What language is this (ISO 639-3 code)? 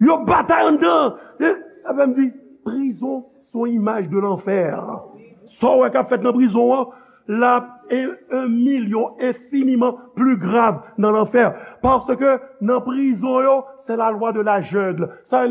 hat